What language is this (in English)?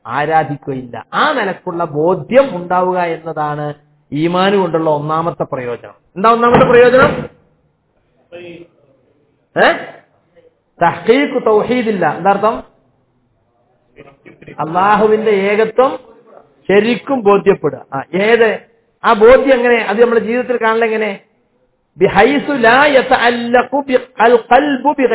Malayalam